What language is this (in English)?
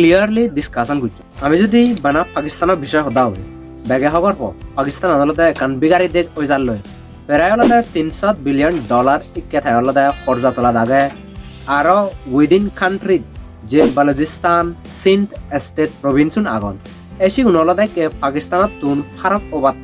Chakma